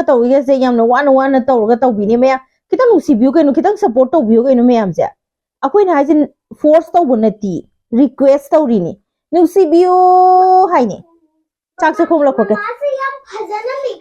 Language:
Manipuri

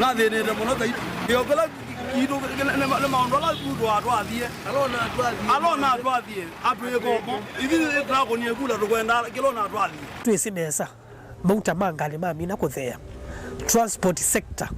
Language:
Kamba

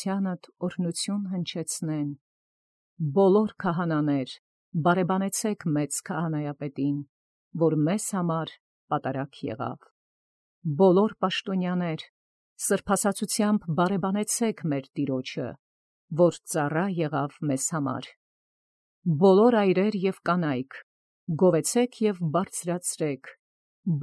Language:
Armenian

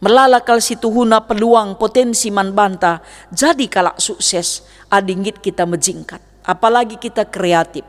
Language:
Batak Karo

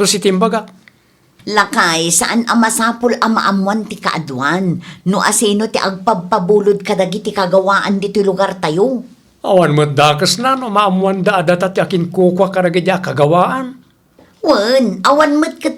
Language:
Iloko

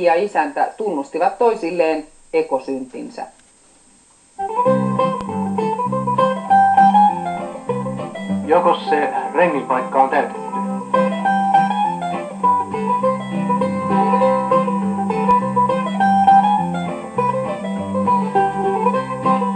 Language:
Finnish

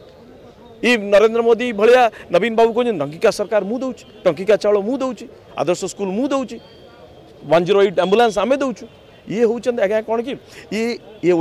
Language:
Odia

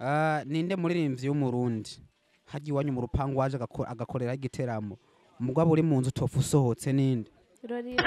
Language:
Rundi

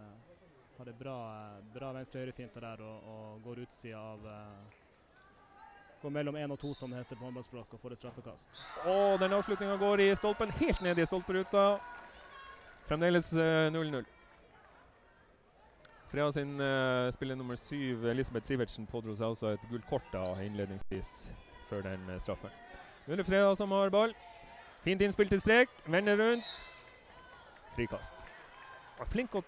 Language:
Norwegian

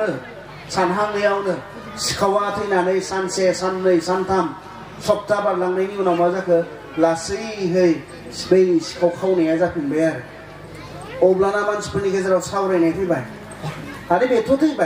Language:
Bodo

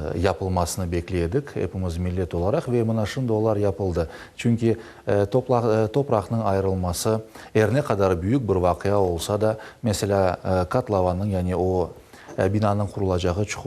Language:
Crimean Tatar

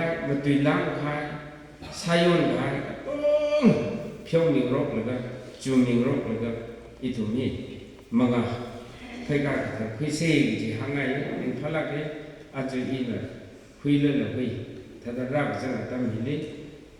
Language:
Tangkhul Naga (India)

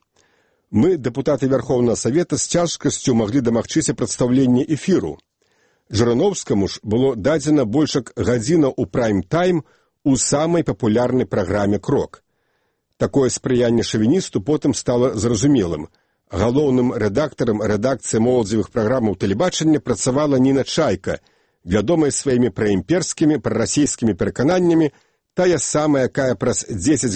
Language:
Belarusian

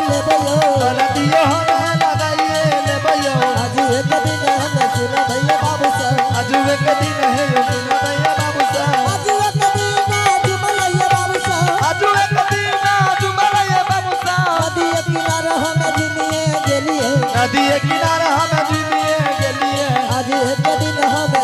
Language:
Angika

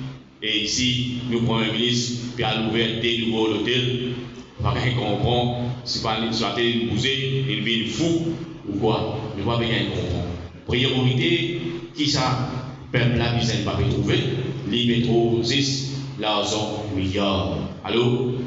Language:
Morisyen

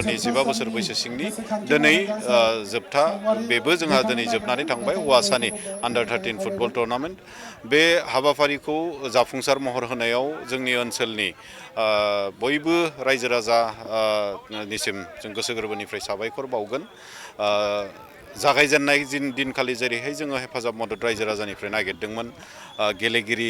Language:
Bodo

